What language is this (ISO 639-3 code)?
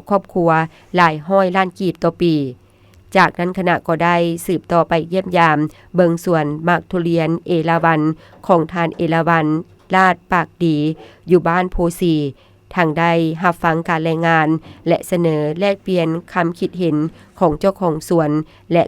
lao